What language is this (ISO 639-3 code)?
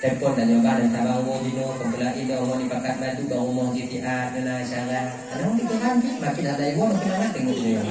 ace